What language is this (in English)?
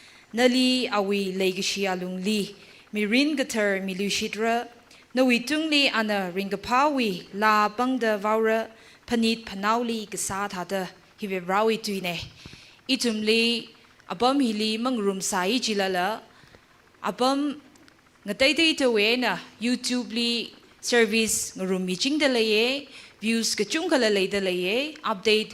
Tangkhul Naga (India)